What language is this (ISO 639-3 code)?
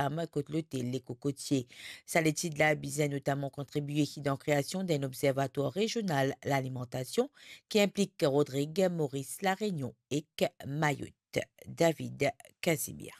mfe